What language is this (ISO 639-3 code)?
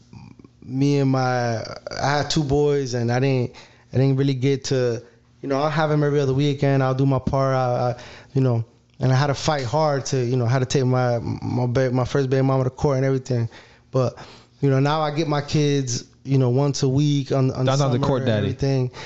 eng